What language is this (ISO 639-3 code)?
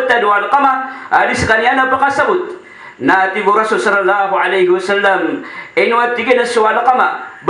mrw